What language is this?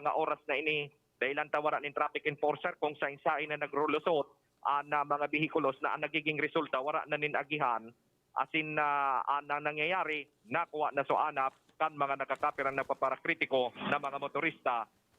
Bikol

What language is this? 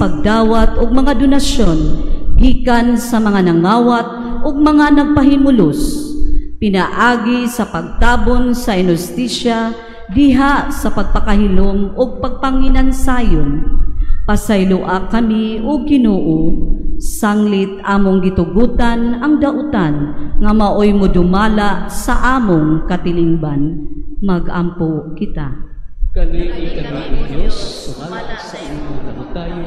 Cebuano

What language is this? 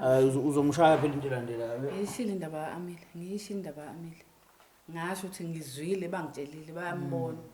Zulu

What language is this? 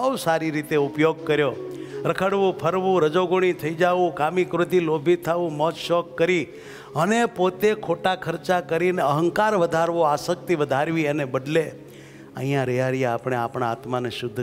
Gujarati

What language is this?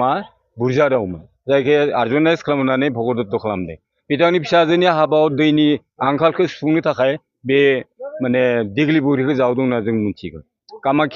Bodo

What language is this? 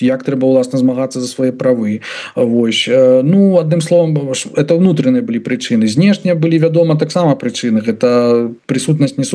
Belarusian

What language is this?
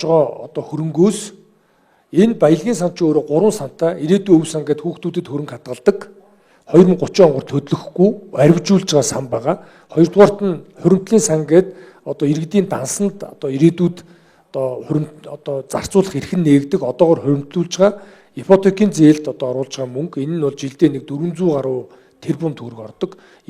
Mongolian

